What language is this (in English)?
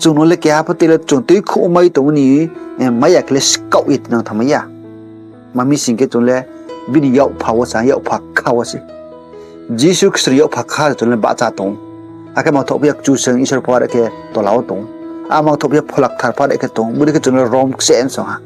Riang (India)